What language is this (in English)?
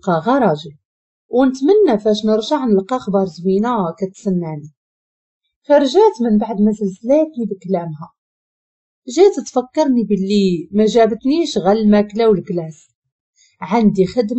Moroccan Arabic